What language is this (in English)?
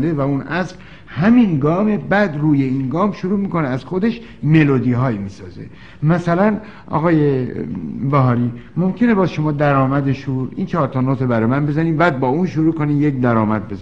Persian